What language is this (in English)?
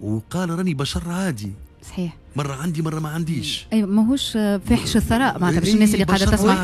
Tunisian Arabic